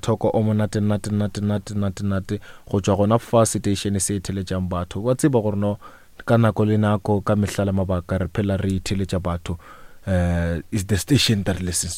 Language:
Northern Sotho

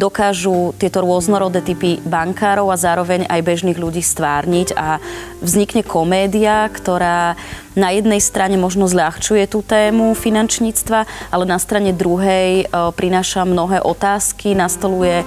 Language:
Slovak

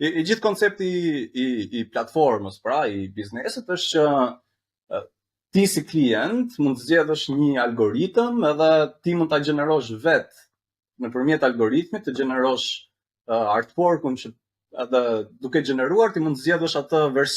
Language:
Albanian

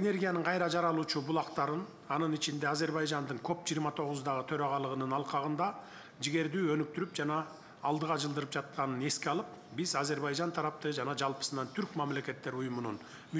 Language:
Kyrgyz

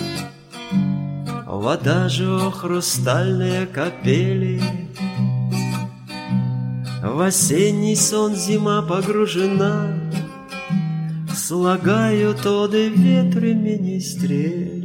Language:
Russian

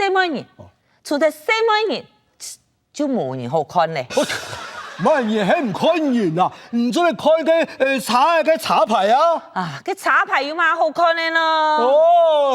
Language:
Hakka Chinese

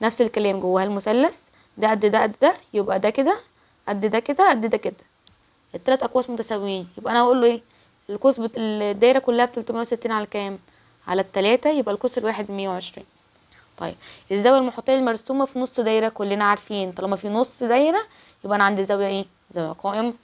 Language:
Egyptian Arabic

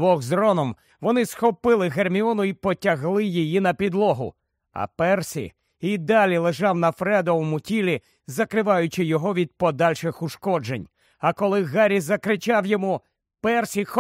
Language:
Ukrainian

